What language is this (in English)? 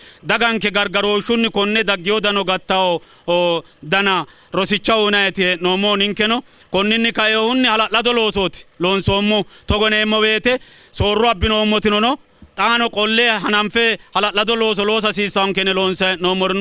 Sidamo